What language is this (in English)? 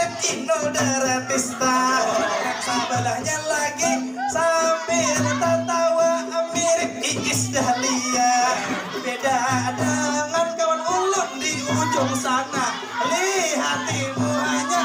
Banjar